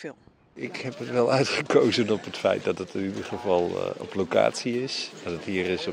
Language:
Western Frisian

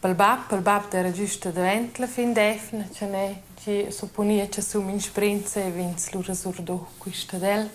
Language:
Romansh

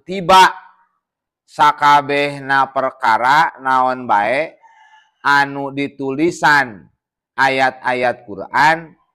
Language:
Sundanese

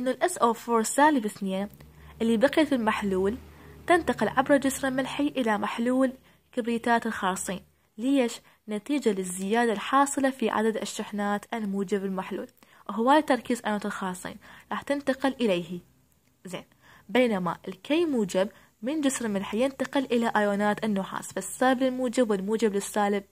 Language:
Arabic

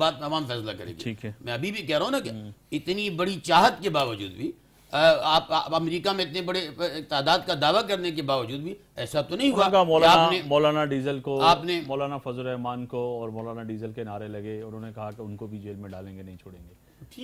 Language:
Urdu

